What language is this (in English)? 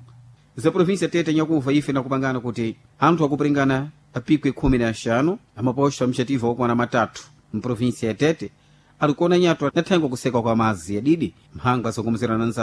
Sena